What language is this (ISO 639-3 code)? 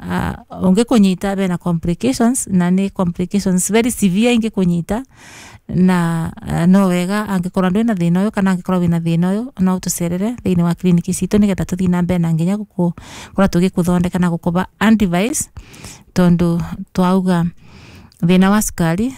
kik